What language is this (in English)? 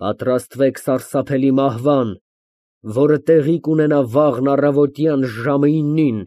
Armenian